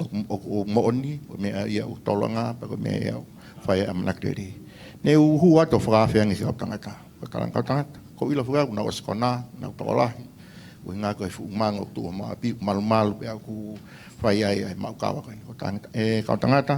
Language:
Tongan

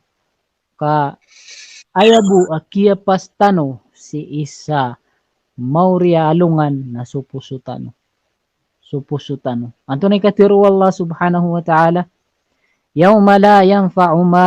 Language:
Maranao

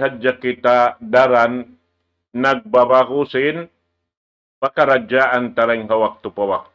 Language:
Tausug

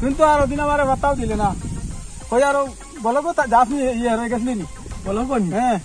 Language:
Sylheti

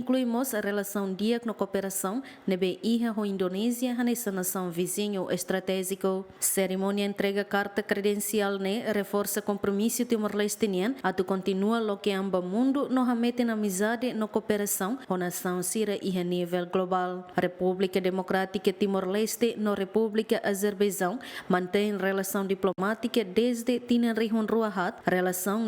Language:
Tetum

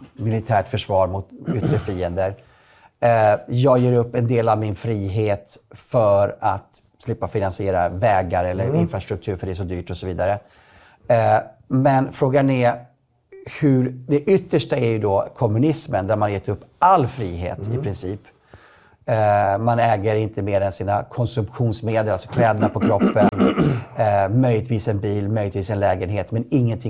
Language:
Swedish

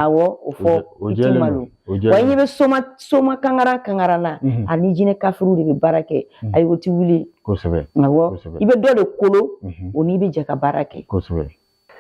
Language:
Bambara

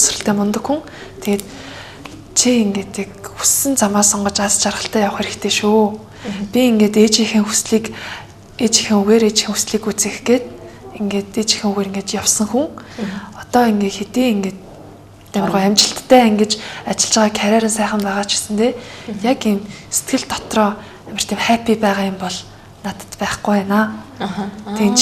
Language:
Mongolian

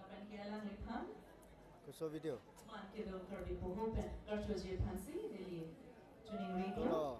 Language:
Karbi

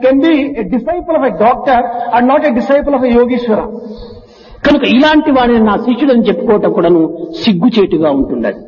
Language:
Telugu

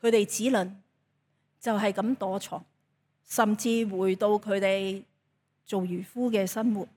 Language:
Cantonese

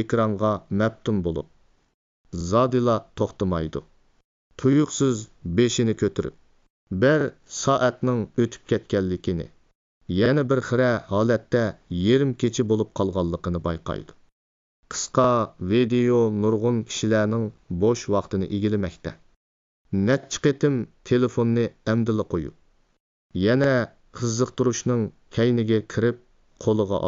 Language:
Uyghur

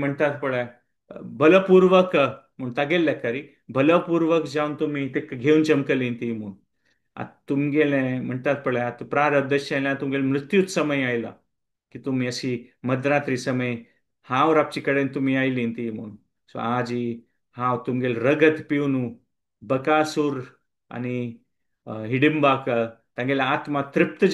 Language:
Konkani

